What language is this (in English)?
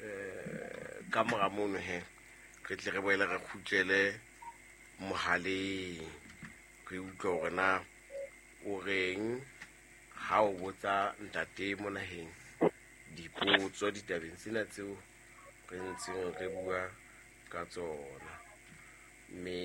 Southern Sotho